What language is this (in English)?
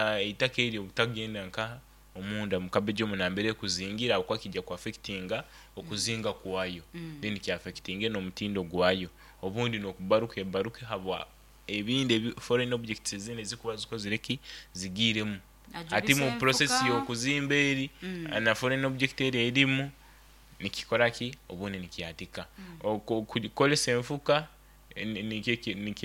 Nyoro